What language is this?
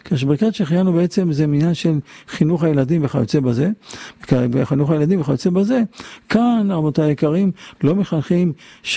Hebrew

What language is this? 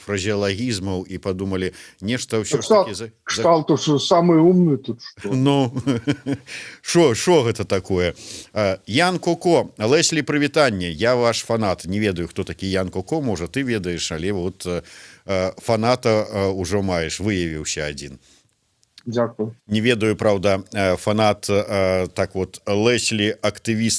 Belarusian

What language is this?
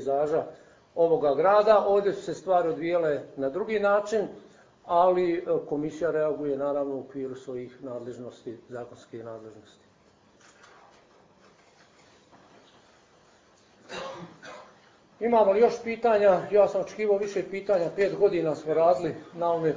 Bosnian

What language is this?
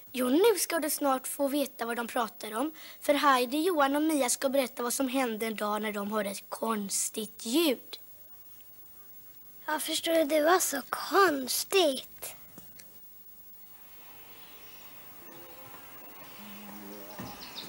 Swedish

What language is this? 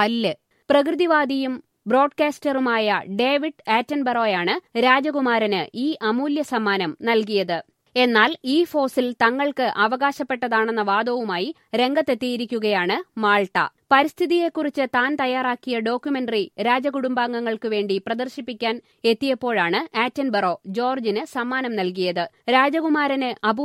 Malayalam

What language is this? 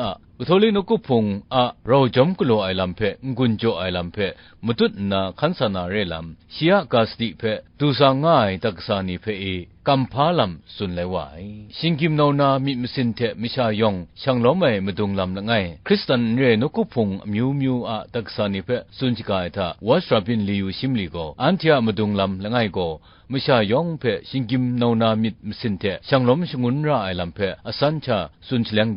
Kachin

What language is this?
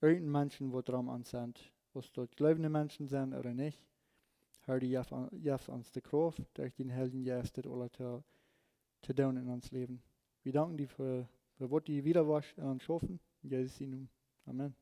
Plautdietsch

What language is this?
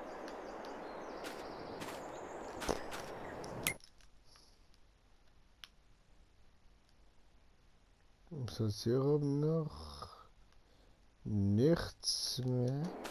German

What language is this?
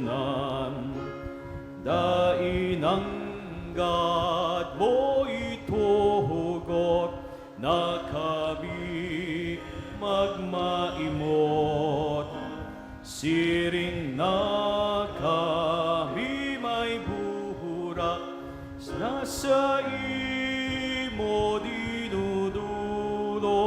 Bikol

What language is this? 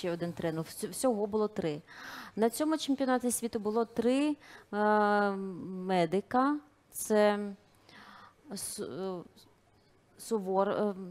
Ukrainian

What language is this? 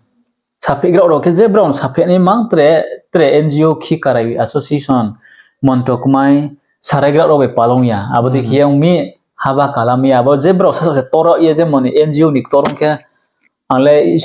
Riang (India)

